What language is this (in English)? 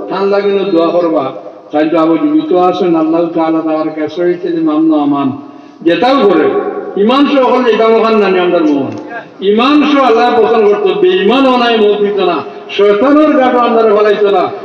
Sylheti